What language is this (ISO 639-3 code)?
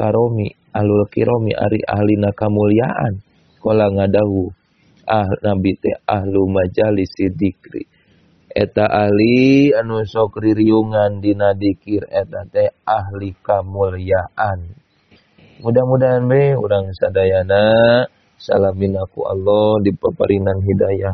sun